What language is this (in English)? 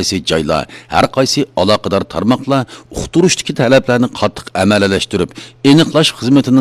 Uyghur